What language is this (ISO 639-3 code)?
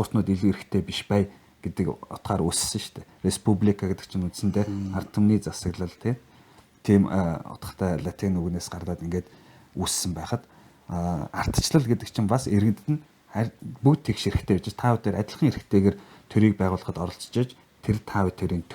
mon